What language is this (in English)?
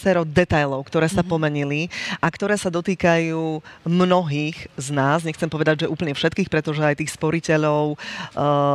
Slovak